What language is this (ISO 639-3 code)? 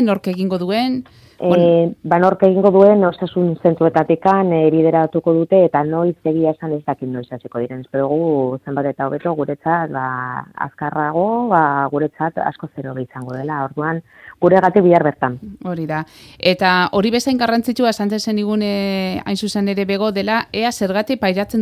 eus